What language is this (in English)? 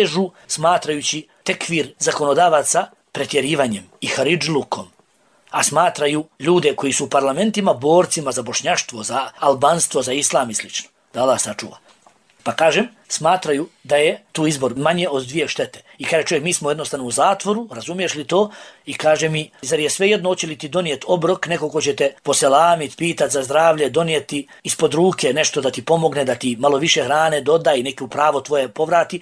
Bosnian